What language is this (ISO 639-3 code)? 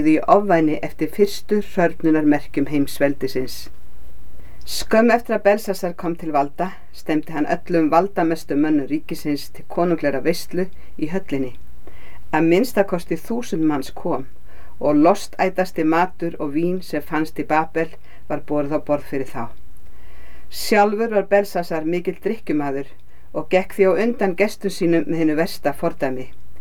isl